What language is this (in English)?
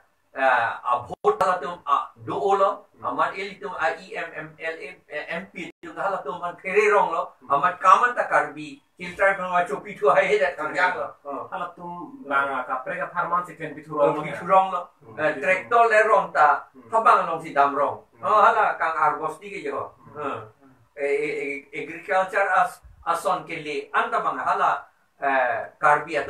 Karbi